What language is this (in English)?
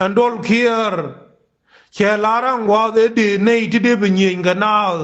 Nuer